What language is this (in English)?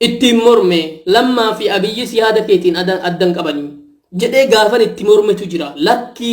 Oromo